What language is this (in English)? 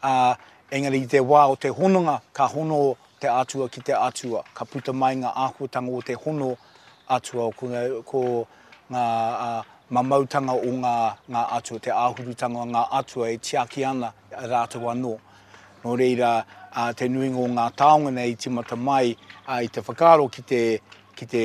Māori